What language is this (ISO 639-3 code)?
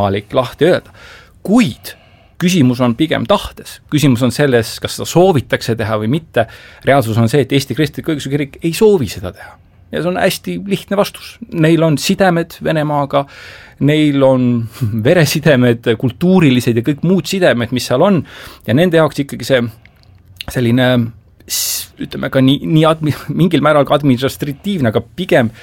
est